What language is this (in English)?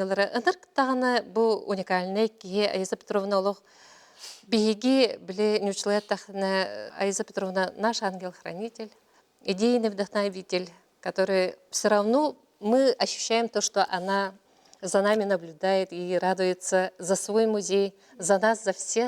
Yakut